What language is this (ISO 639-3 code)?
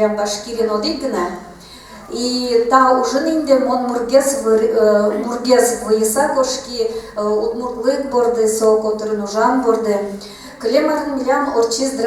udm